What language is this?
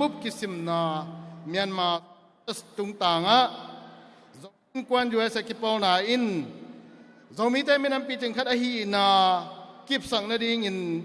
Tedim Chin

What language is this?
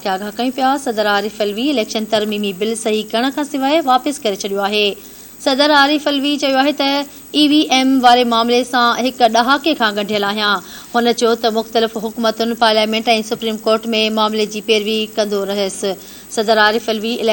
Sindhi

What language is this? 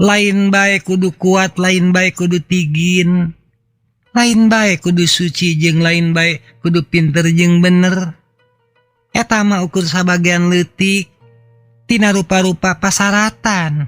Sundanese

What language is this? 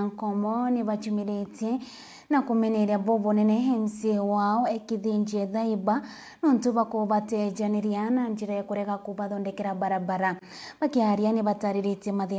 Meru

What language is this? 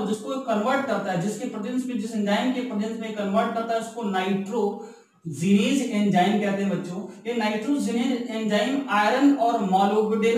Hindi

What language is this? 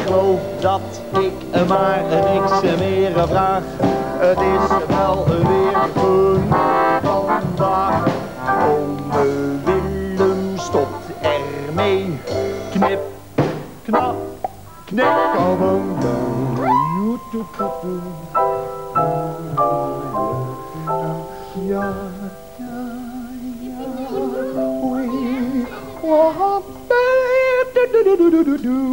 Dutch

